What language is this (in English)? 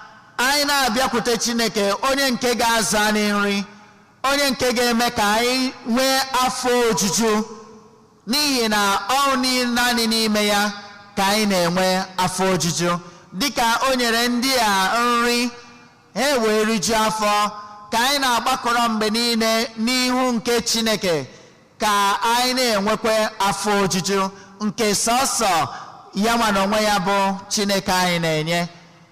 Igbo